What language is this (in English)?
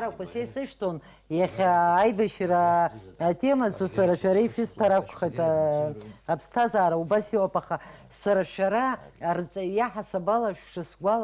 Abkhazian